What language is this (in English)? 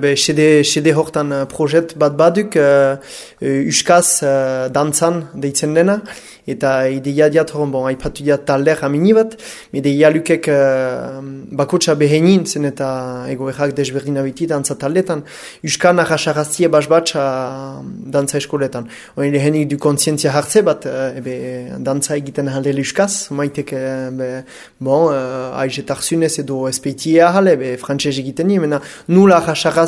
Basque